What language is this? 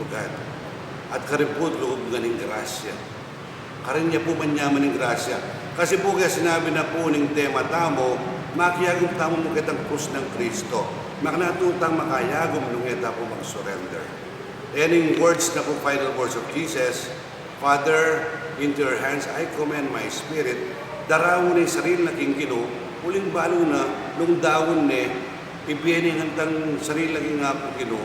Pampanga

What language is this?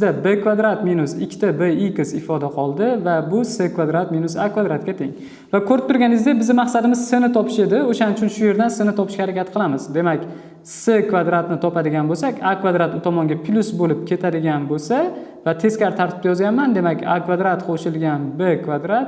Uzbek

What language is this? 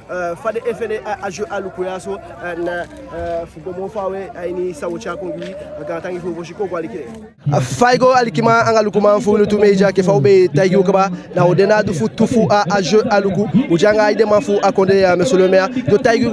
Eastern Maroon Creole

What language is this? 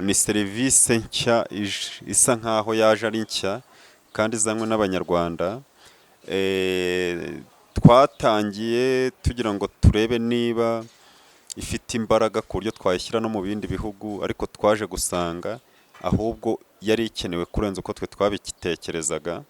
Kinyarwanda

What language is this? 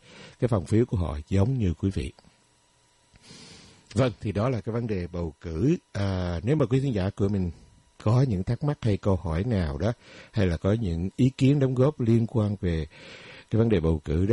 Vietnamese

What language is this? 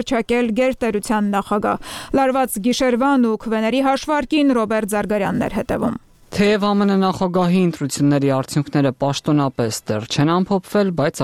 Armenian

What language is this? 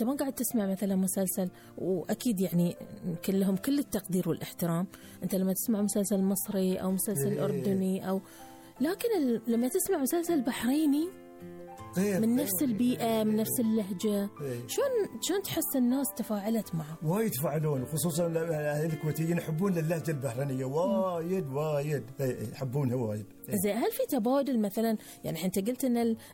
Gulf Arabic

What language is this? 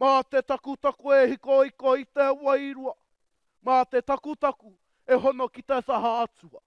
Māori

